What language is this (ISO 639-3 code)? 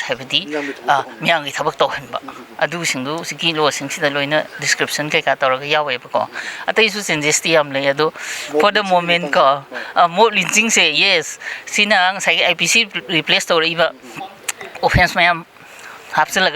mni